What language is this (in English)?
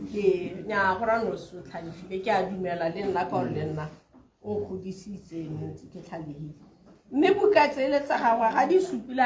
Tswana